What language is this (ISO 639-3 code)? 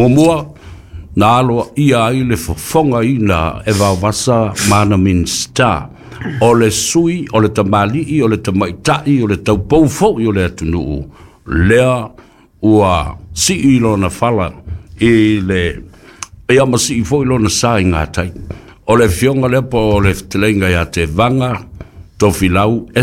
smo